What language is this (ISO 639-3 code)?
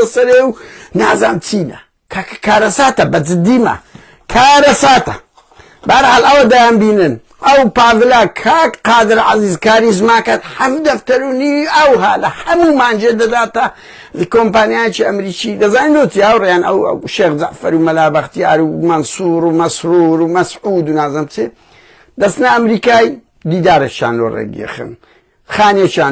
ckb